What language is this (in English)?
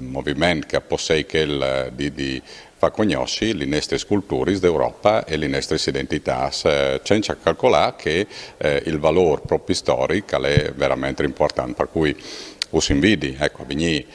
Friulian